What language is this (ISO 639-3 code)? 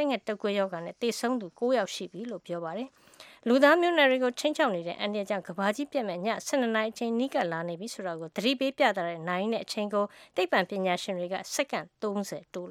mya